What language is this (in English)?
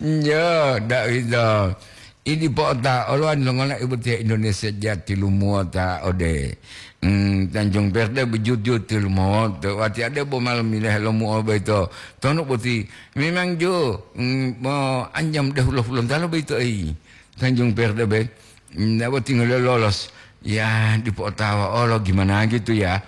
Gorontalo